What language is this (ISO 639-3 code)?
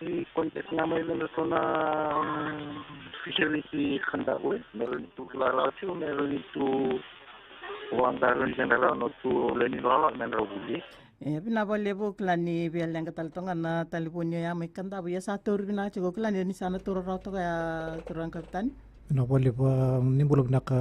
fij